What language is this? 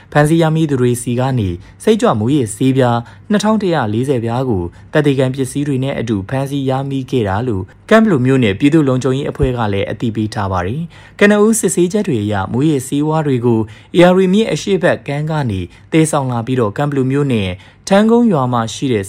Burmese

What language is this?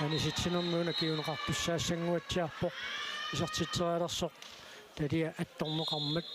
Kalaallisut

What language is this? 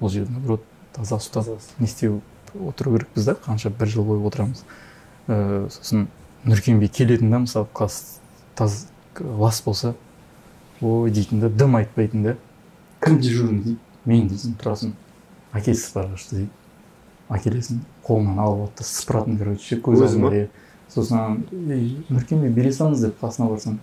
Kazakh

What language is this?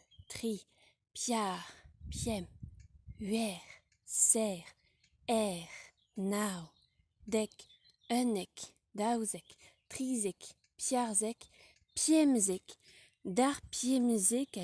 Breton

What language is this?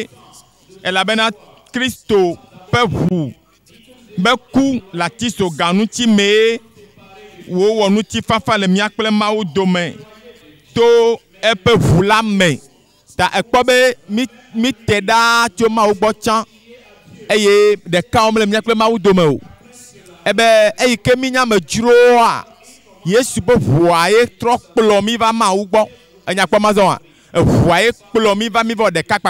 Ewe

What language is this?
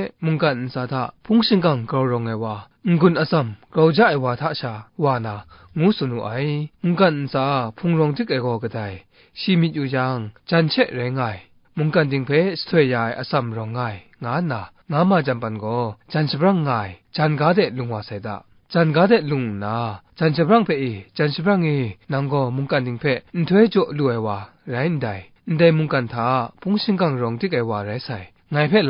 Kachin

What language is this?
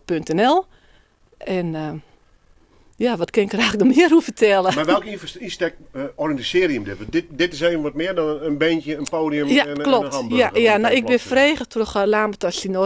Western Frisian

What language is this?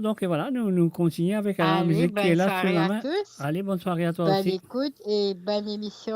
Morisyen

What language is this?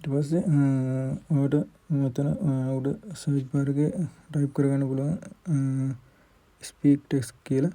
Sinhala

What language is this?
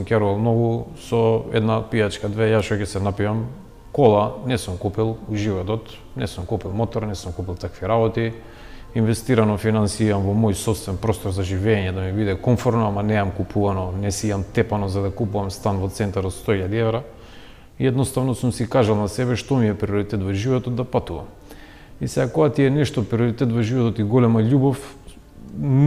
Macedonian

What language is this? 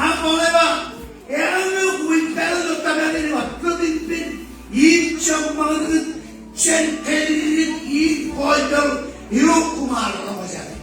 Marshallese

